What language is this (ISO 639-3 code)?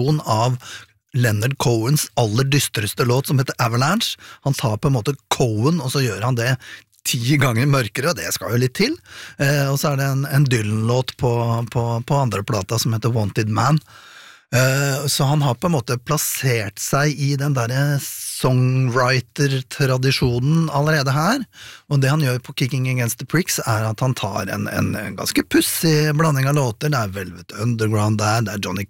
nor